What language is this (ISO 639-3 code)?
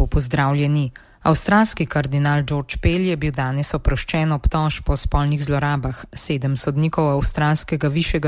slv